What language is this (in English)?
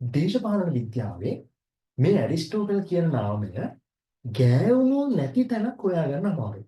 Sinhala